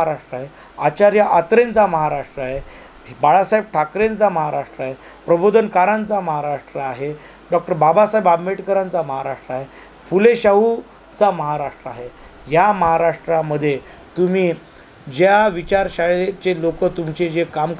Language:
Marathi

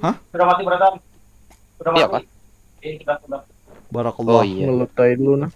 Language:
Banjar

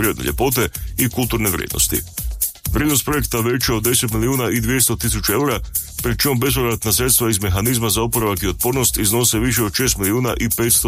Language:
Croatian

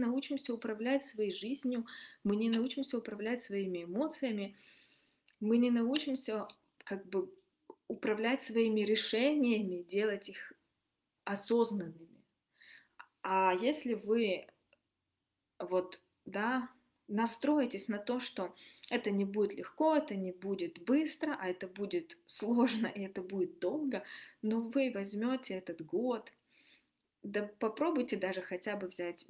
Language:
Russian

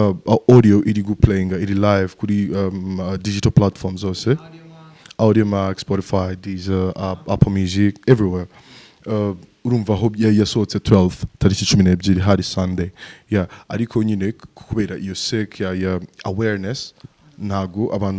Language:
Kinyarwanda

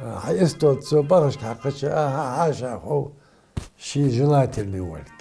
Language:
Ingush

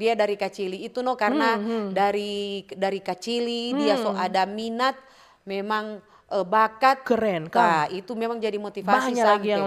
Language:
Manado Malay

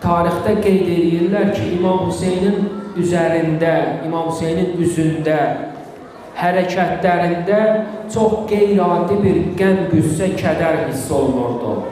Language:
Azerbaijani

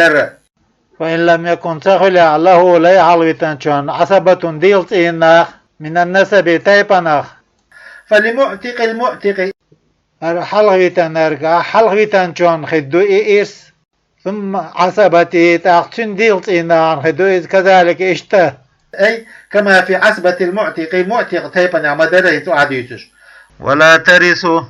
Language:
Chechen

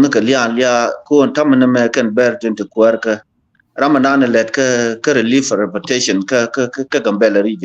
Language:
Nuer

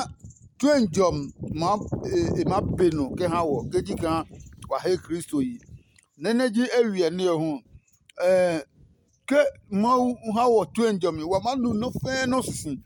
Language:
Adangme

